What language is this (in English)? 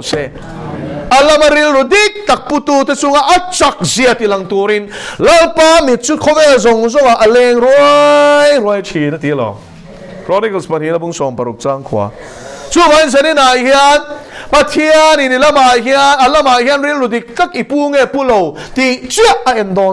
Mizo